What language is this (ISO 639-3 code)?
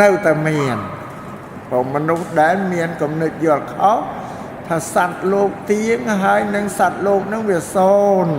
khm